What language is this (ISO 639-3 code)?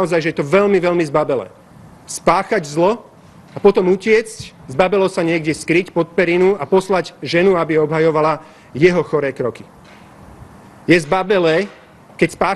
slk